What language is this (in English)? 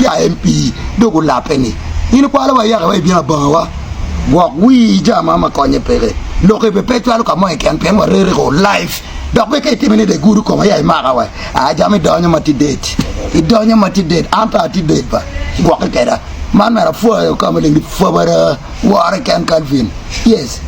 Acoli